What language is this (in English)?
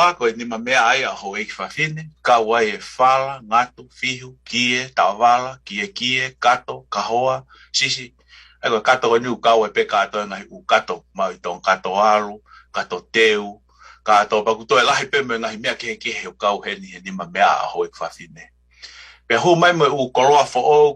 Tongan